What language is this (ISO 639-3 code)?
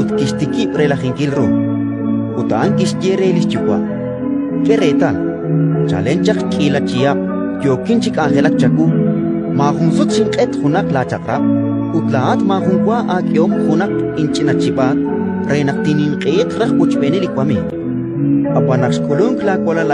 kek